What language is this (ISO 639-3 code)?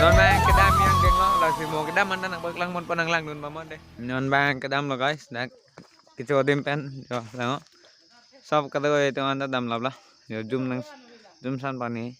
mjw